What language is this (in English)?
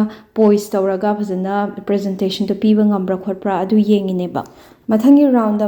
Manipuri